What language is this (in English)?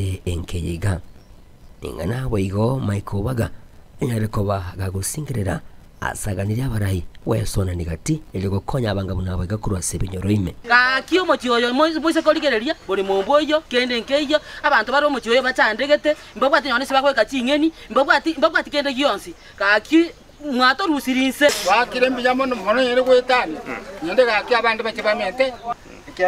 Gusii